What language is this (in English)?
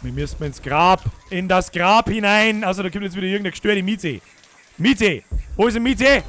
Bavarian